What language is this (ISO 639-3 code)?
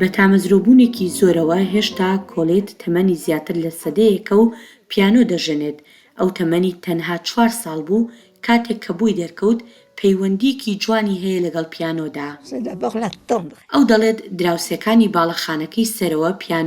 ckb